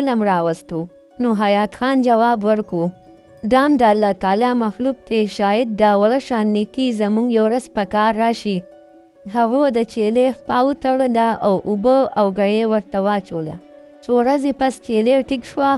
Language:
Pashto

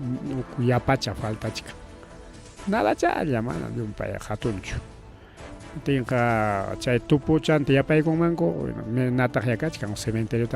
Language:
Ayacucho Quechua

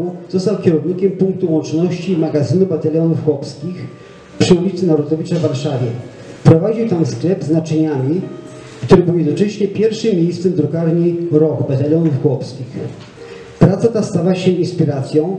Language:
Polish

